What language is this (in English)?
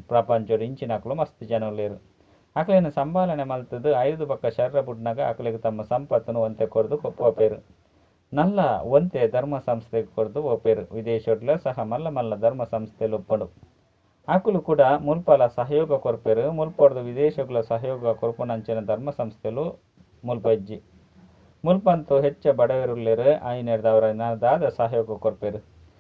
Tulu